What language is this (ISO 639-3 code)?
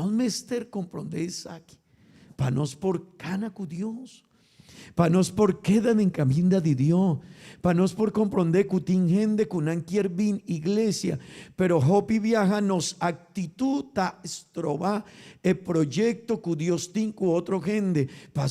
pap